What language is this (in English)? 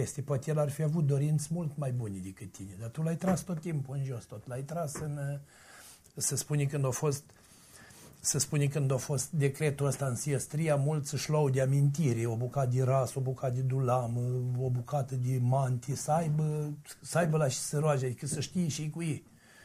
Romanian